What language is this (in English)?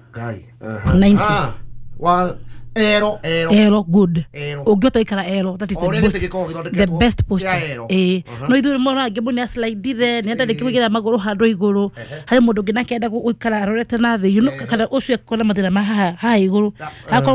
Kikuyu